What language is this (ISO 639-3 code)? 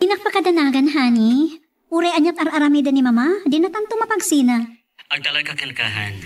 ilo